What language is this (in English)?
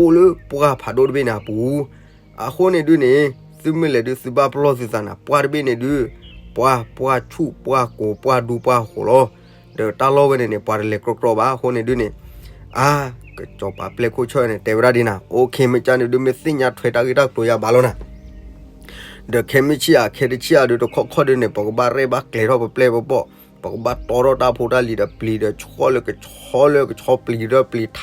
S'gaw Karen